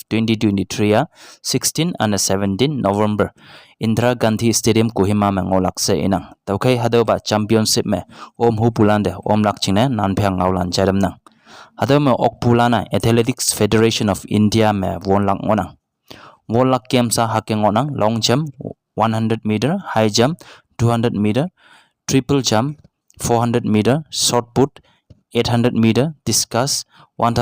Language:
Konyak Naga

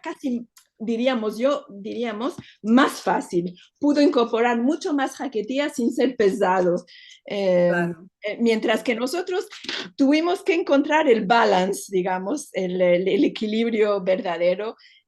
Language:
Ladino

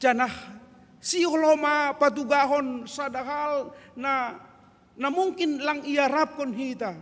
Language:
Batak Simalungun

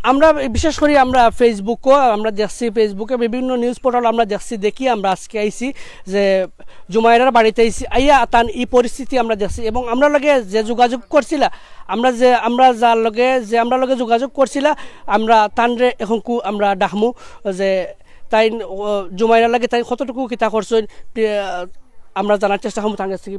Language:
Sylheti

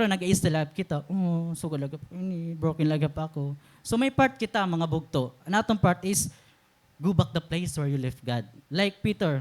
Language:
Waray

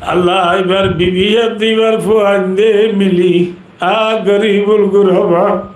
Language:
Rohingya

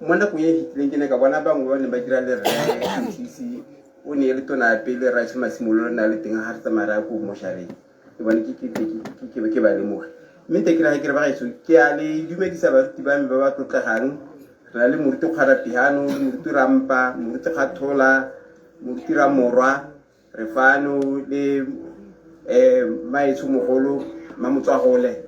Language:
Tswana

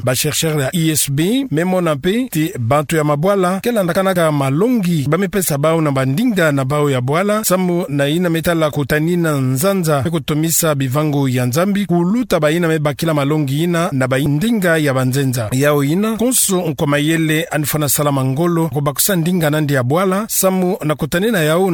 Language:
Kituba (Democratic Republic of Congo)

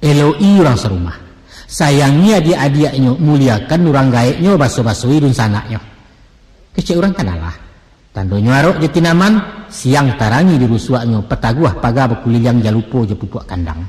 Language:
Minangkabau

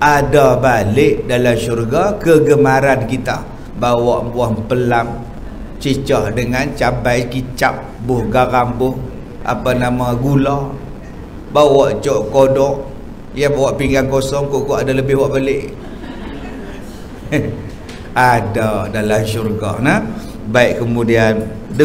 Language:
Malay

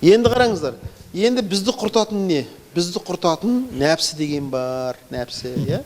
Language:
Kazakh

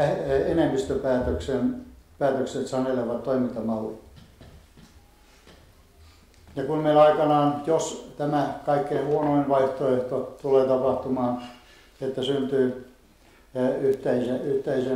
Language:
Finnish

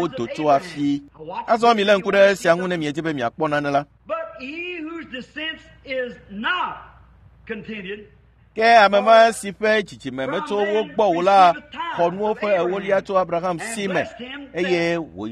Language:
Ewe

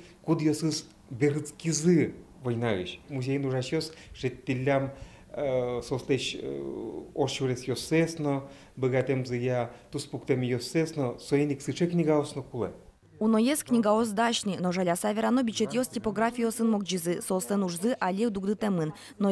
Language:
Udmurt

